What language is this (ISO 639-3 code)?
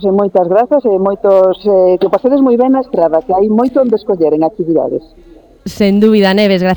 glg